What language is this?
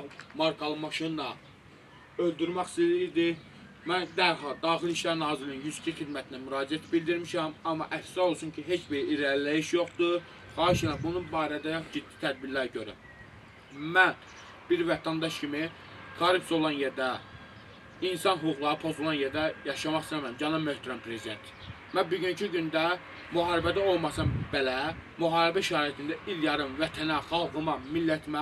Azerbaijani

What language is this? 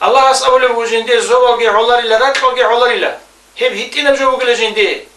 Avaric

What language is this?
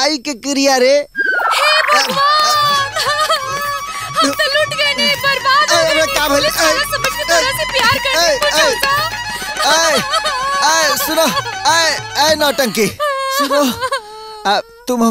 Bhojpuri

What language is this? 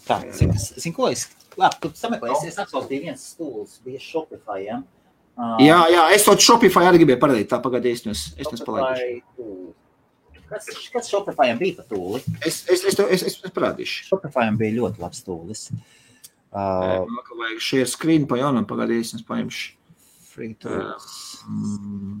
Latvian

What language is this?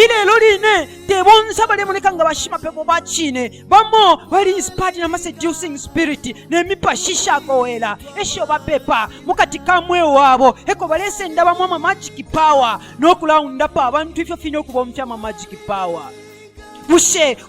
Bemba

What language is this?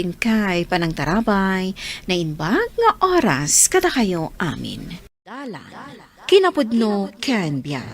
Iloko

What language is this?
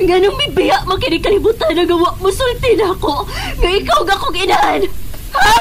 Cebuano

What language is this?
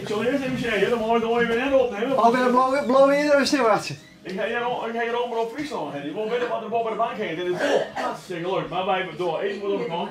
Western Frisian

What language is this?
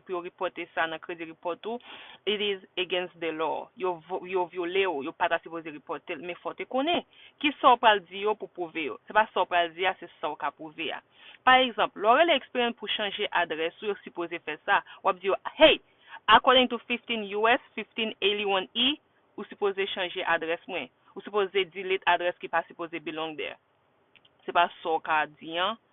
Haitian Creole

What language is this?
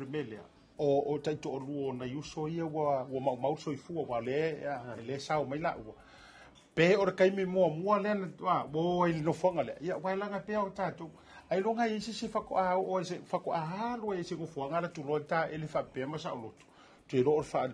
Samoan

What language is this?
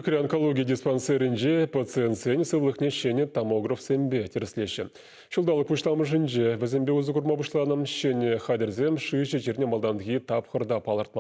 Chuvash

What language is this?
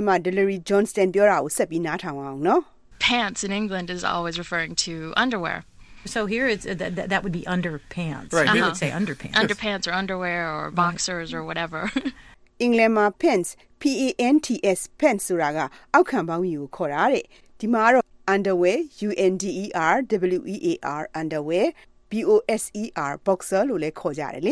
Burmese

